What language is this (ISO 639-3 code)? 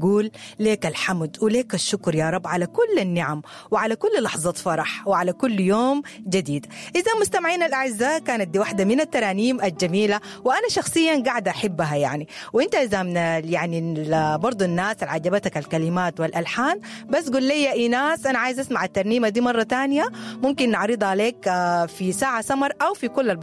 apd